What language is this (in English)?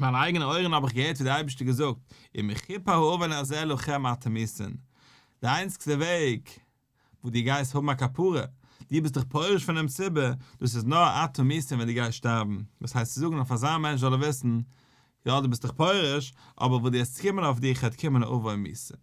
Yiddish